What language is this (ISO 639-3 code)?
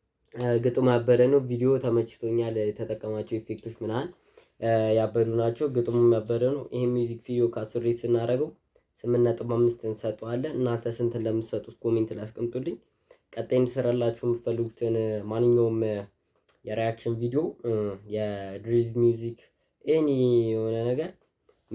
amh